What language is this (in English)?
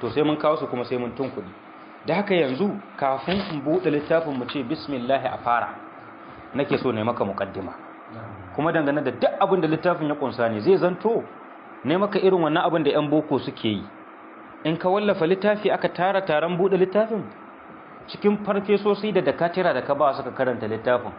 Hausa